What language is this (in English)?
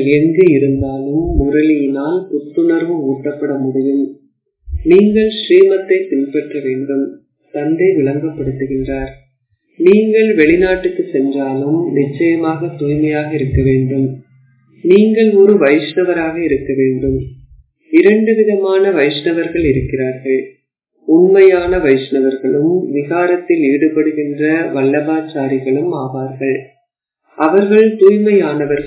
Tamil